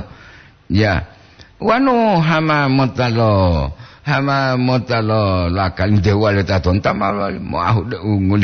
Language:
Gorontalo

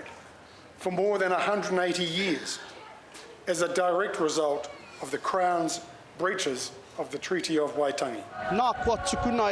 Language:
Māori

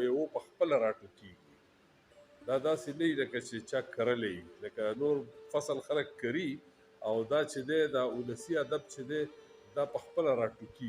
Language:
Pashto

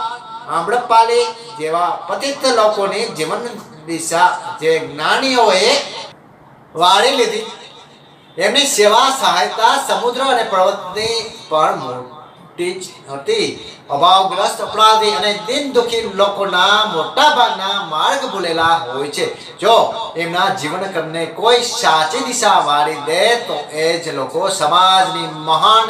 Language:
Gujarati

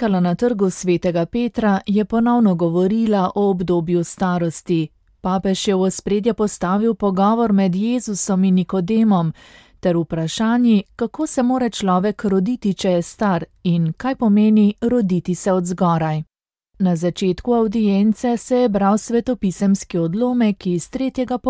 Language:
Slovenian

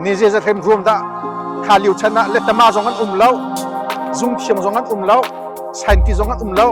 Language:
Hakha Chin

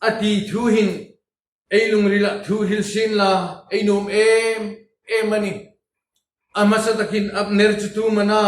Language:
Hmar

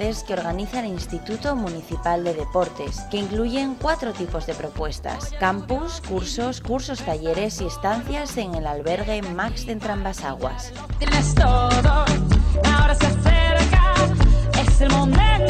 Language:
Spanish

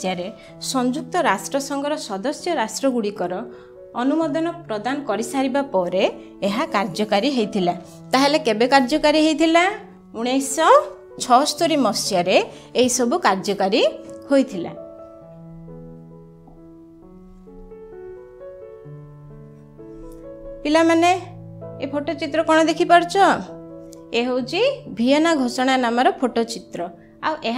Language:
Odia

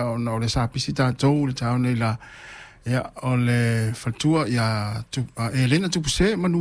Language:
Samoan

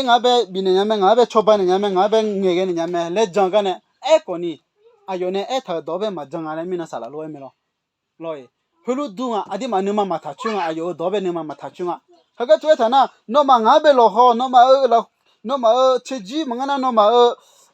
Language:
Akha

